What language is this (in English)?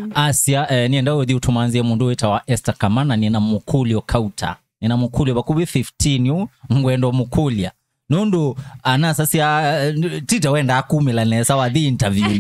Kamba